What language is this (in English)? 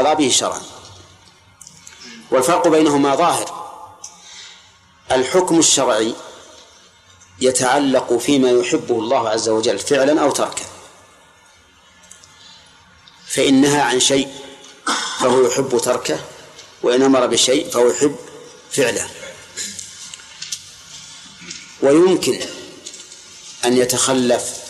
Arabic